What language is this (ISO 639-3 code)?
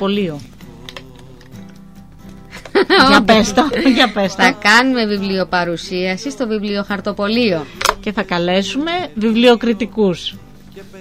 ell